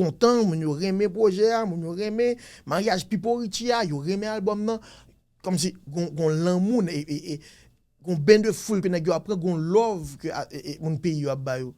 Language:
Haitian Creole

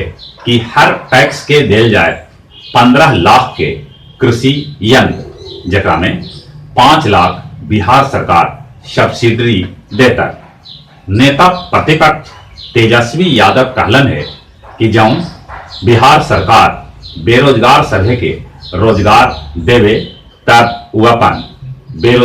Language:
Magahi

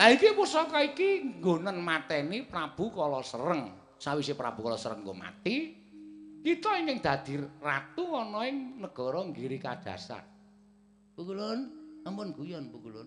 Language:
Javanese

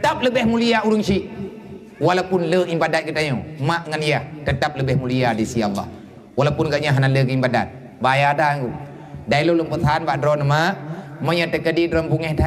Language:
Achinese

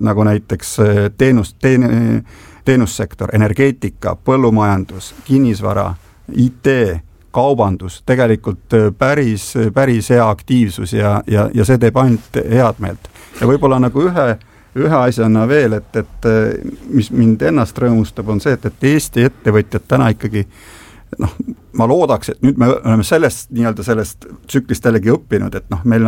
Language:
Estonian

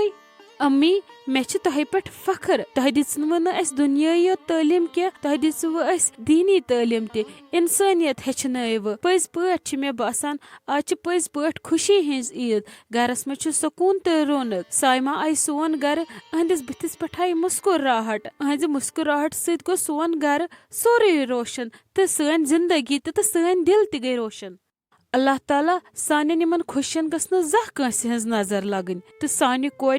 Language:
Kashmiri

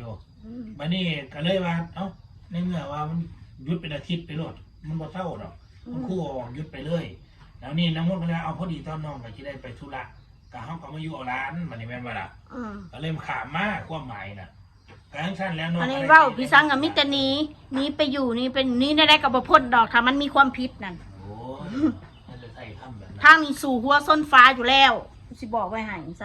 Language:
Northeastern Thai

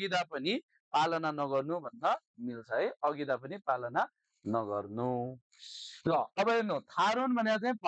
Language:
Nepali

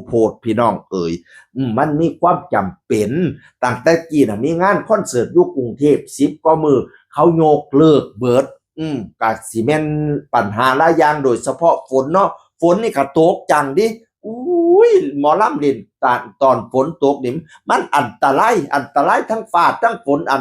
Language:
Northeastern Thai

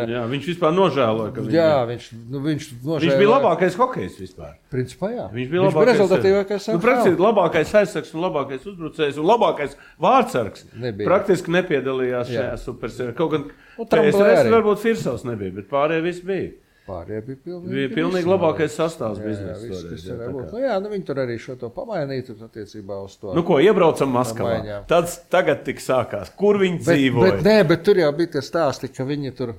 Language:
Latvian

